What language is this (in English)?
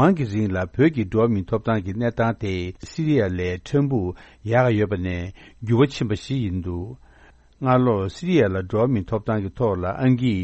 Tibetan